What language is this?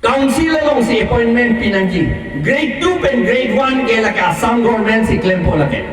Karbi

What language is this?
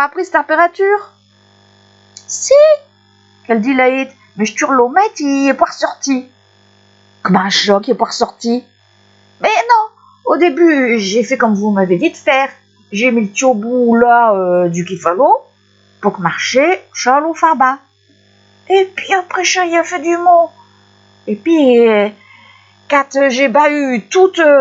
Picard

